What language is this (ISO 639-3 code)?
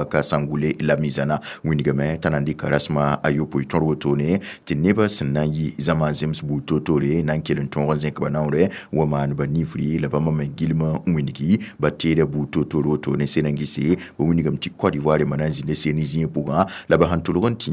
mos